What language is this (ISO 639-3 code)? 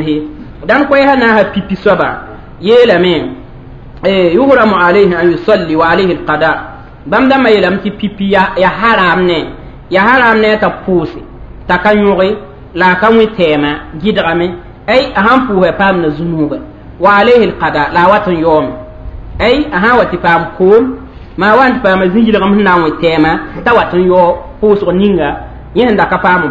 mos